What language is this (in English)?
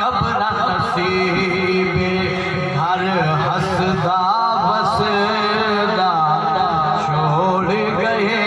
Saraiki